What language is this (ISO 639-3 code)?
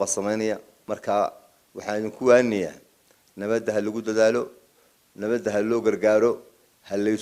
som